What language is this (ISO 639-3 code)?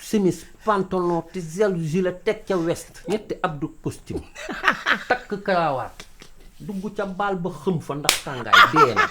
wol